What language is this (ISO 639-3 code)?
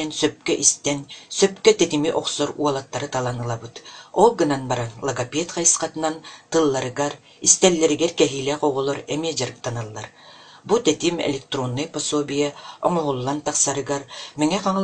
sah